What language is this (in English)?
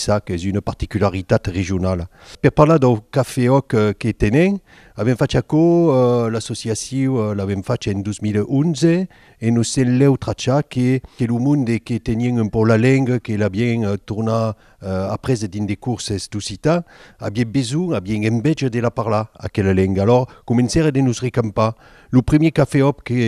Occitan